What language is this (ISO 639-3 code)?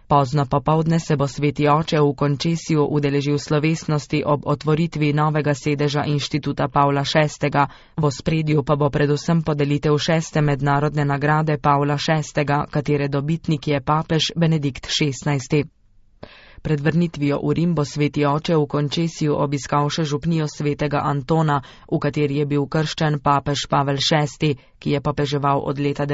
slv